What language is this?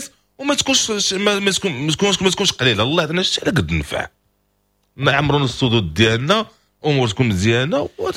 Moroccan Arabic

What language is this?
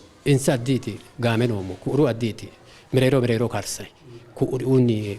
Sidamo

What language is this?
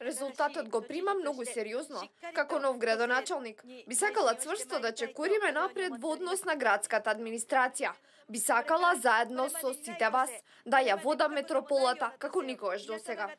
Macedonian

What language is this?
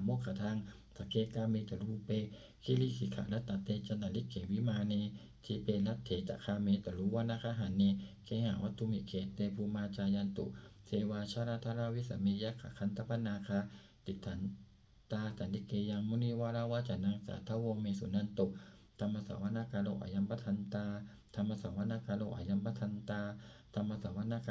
Pali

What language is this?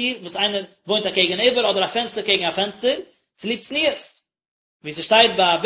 Yiddish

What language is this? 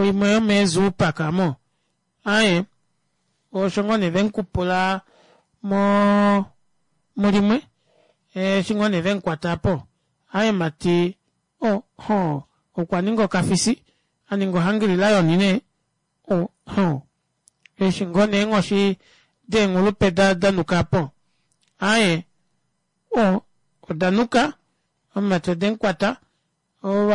Kuanyama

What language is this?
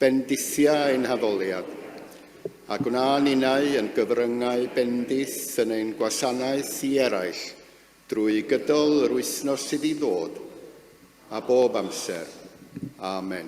Welsh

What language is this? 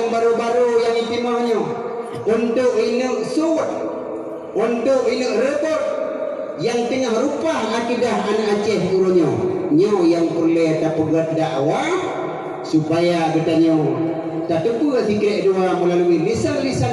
Achinese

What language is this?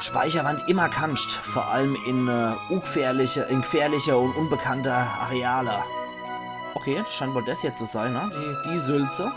Palatine German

